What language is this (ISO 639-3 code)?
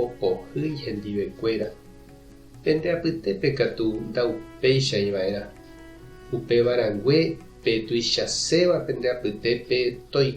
grn